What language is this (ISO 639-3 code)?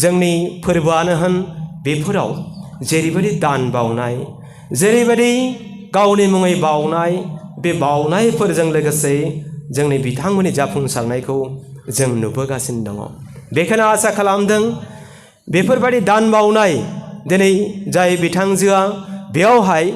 brx